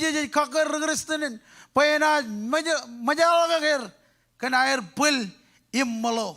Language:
Marshallese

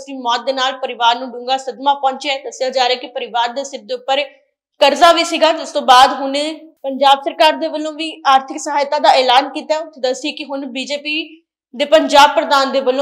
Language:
Punjabi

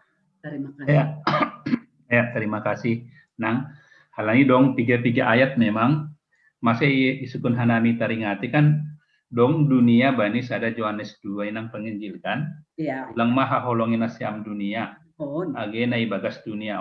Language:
Batak Simalungun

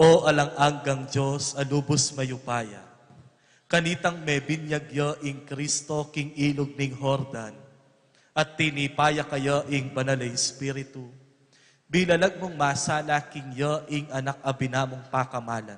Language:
Pampanga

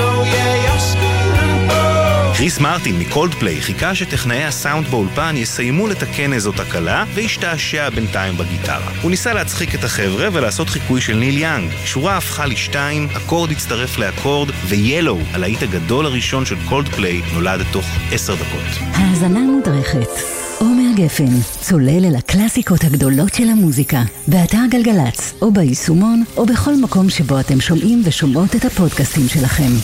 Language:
Hebrew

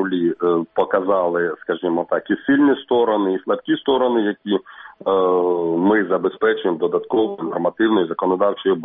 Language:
Ukrainian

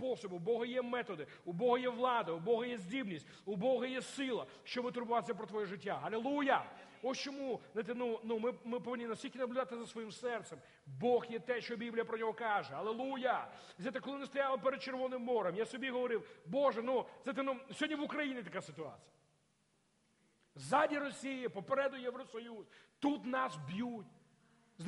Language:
Ukrainian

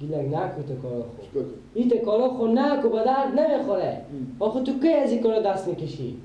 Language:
Persian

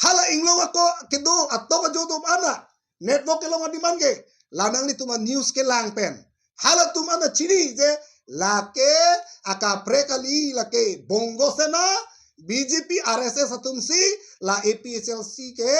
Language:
Karbi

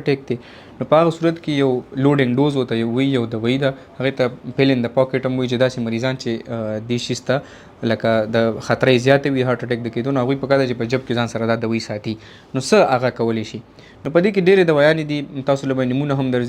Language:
Pashto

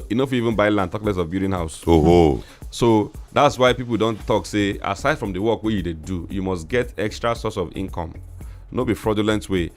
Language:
Nigerian Pidgin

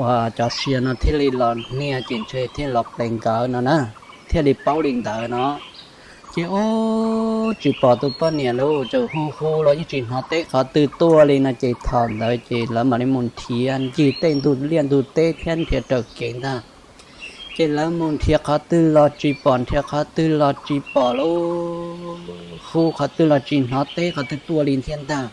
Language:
Hmong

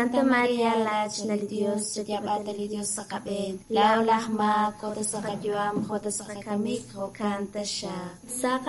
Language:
Kekchí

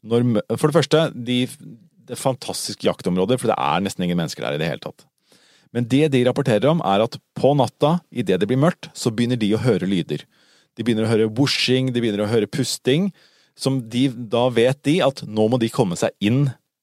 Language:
Norwegian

